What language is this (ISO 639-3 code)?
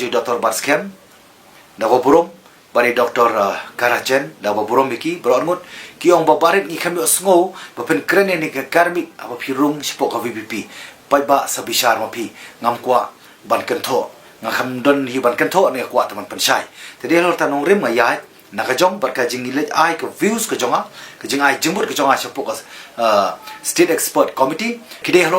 kha